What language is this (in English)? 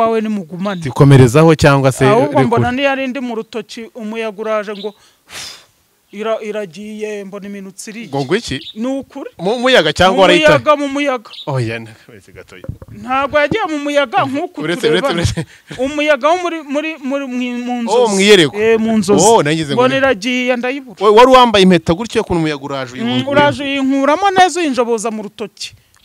Kinyarwanda